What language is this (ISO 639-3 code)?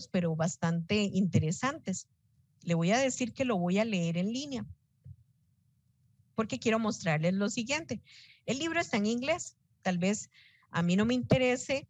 spa